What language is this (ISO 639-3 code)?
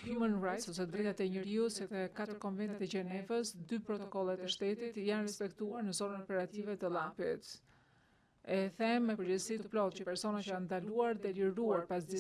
sqi